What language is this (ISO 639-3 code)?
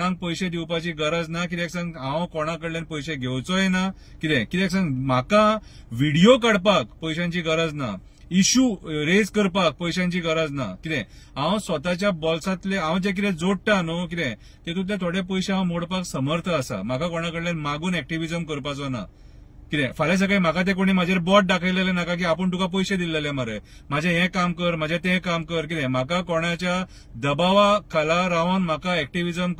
kok